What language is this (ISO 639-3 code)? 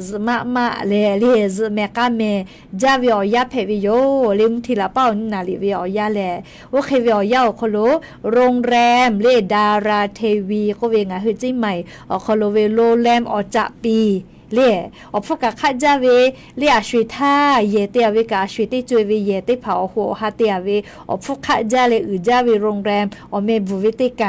lhu